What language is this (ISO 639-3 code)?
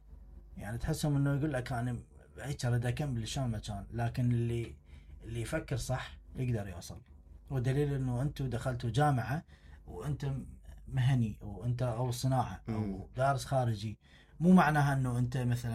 acm